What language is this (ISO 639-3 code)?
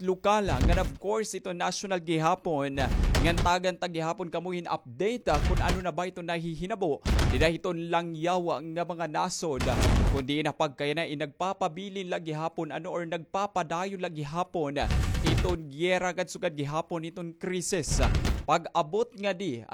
war